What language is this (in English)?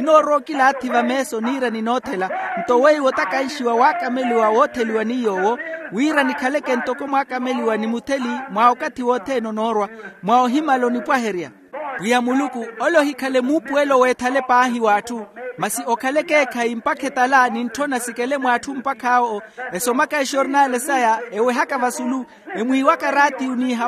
Makhuwa